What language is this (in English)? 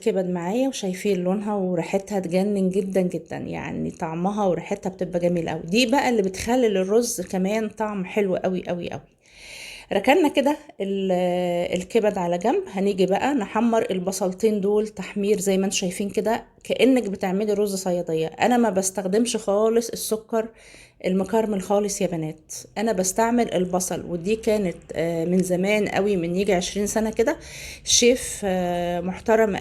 Egyptian Arabic